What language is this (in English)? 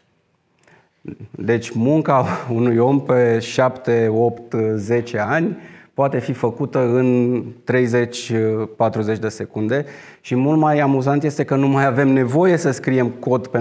Romanian